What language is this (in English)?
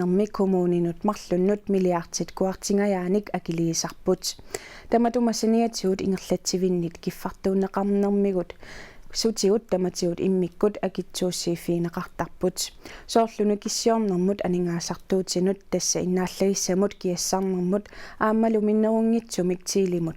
Kalaallisut